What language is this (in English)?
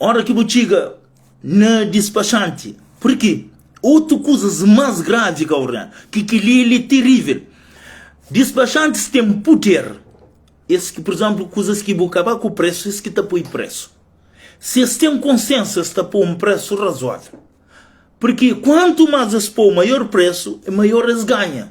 Kabuverdianu